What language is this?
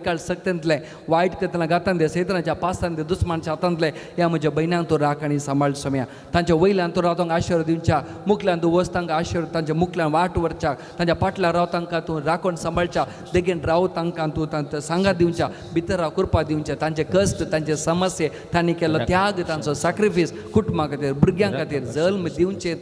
Konkani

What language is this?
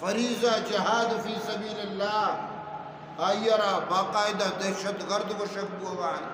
Eastern Balochi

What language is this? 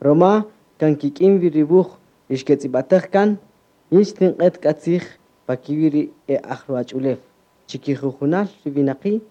Kaqchikel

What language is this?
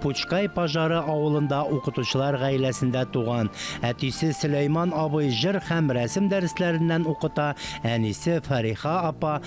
Tatar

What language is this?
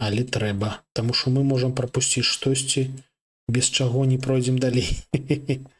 Belarusian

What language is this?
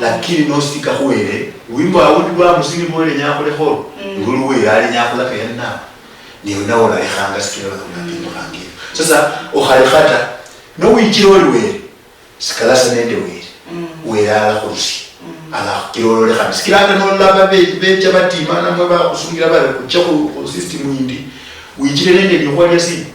Luyia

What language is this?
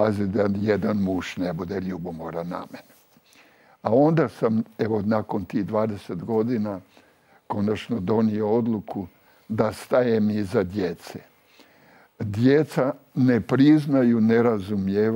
Croatian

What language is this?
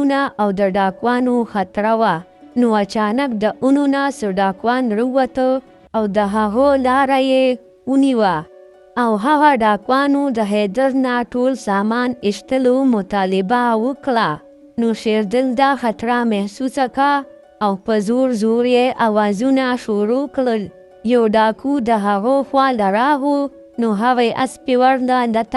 Pashto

